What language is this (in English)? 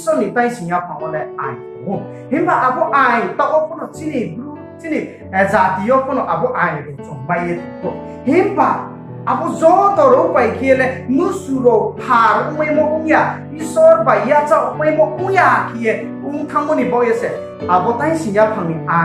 Riang (India)